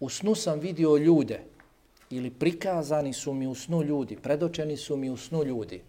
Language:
Bosnian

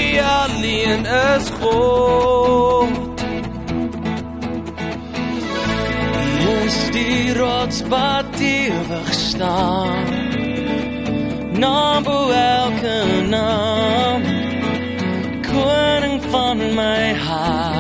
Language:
Afrikaans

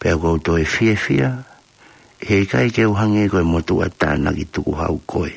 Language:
Tongan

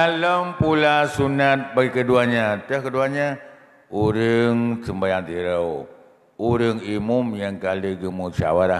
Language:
Achinese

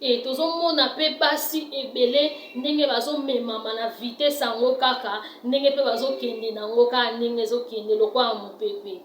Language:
Lingala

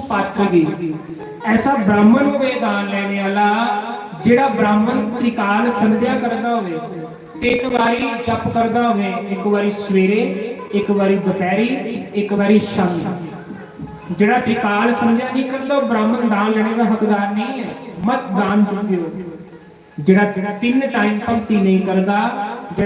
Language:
Dogri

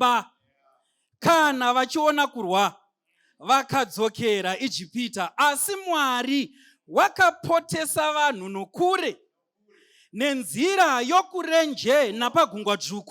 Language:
Shona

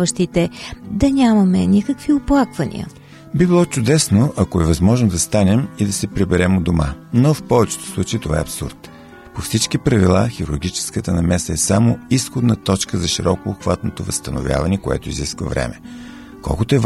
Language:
Bulgarian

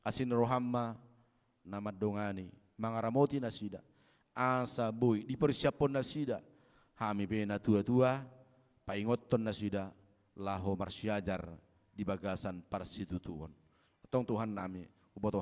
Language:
Batak Toba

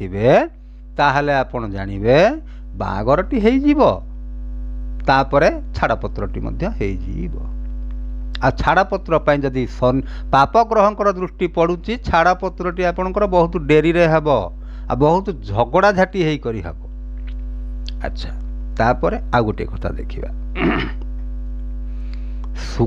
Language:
Odia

